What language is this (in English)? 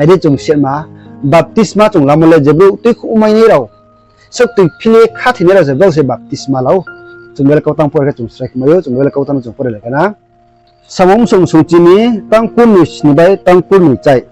Riang (India)